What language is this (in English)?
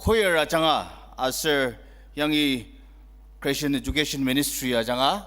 Ao Naga